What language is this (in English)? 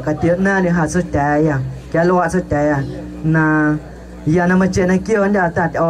Guerrero Amuzgo